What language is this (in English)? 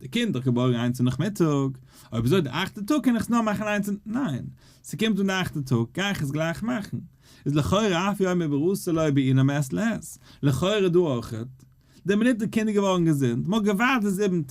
Yiddish